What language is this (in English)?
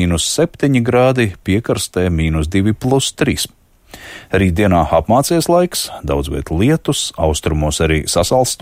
Latvian